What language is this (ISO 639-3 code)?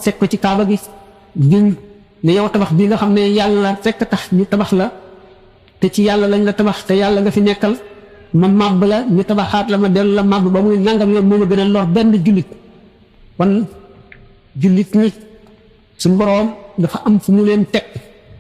wol